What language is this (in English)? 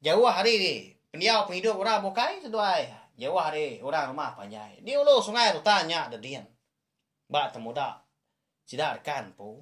Iban